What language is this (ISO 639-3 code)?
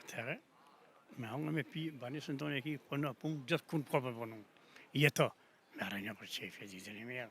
sqi